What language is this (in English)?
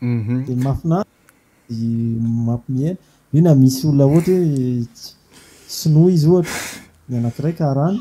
Malagasy